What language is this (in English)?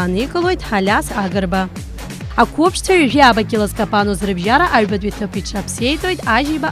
Abkhazian